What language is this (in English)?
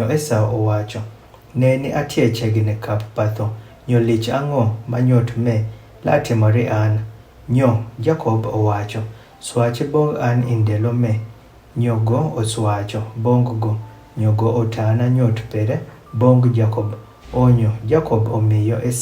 Adhola